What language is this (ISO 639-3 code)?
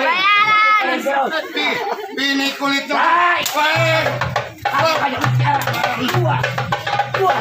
bew